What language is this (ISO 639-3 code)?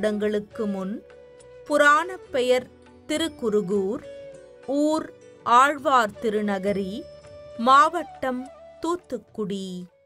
tam